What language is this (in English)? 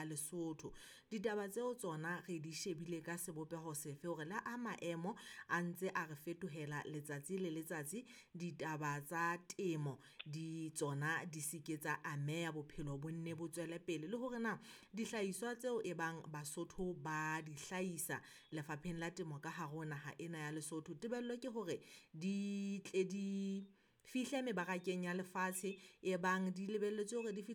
Southern Sotho